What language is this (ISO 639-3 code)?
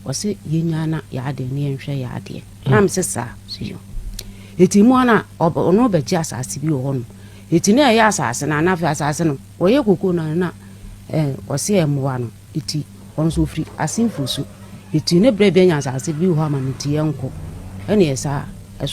aka